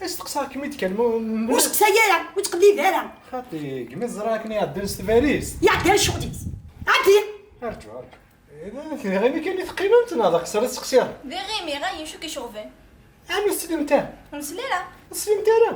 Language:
Kabyle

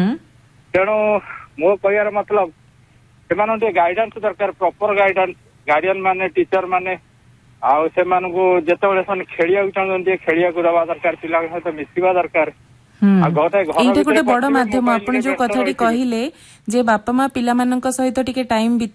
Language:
Odia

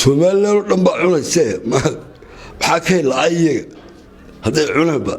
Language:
Somali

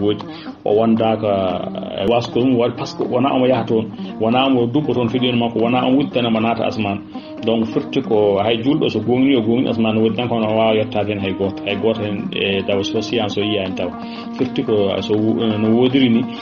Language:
Fula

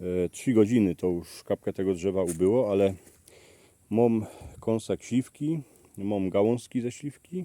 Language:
Silesian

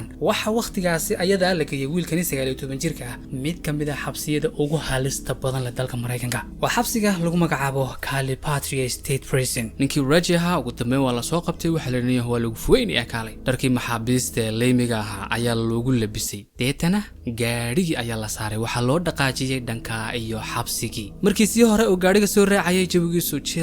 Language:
Somali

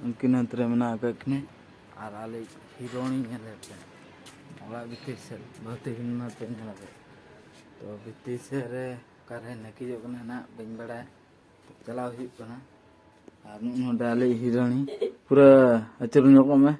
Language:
Santali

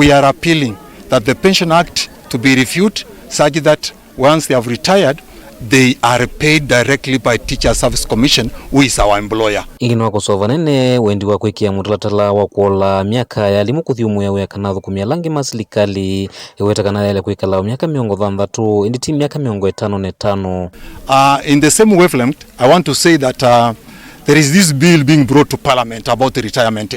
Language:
Kamba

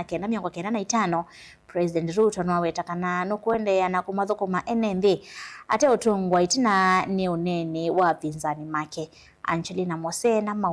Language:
Kamba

